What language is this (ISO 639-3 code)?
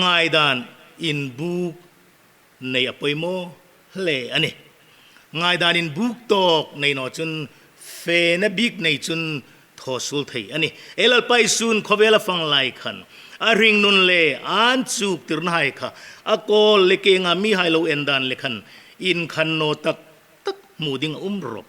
hmr